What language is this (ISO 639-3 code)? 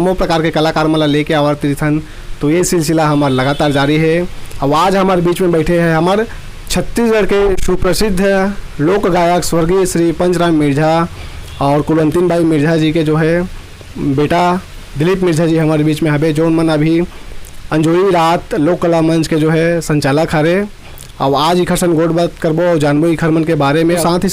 hne